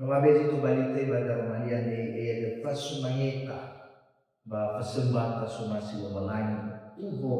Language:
Nias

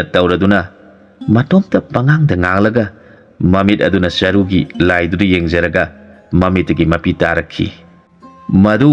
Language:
Manipuri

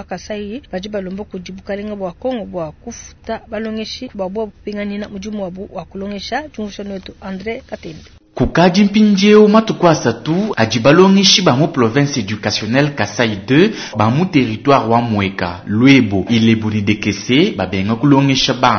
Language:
Luba-Lulua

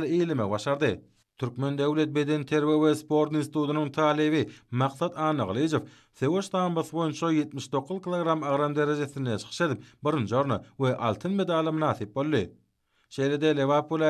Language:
Turkmen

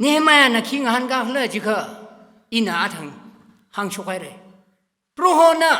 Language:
Tangkhul Naga (India)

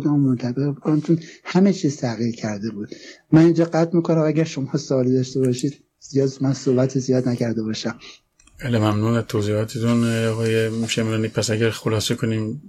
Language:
Persian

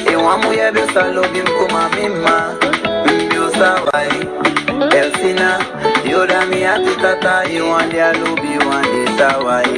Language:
Saramaccan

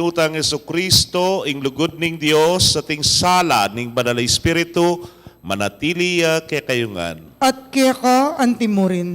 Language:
Pampanga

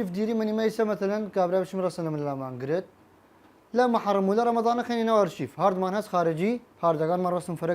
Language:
Southern Kurdish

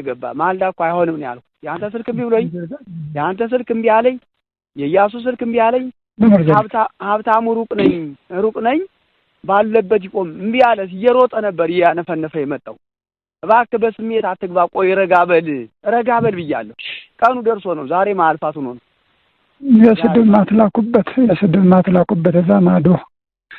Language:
Amharic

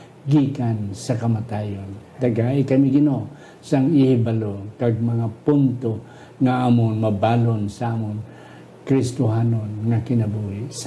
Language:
Hiligaynon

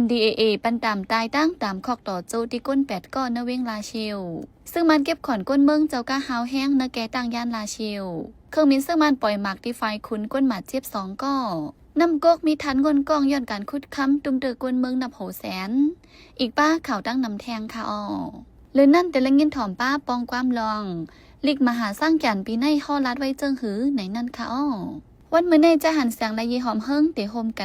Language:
Lao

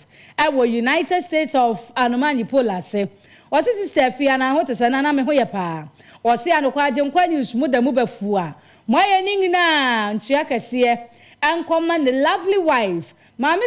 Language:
Akan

